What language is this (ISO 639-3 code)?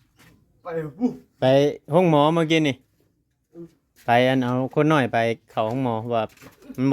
tts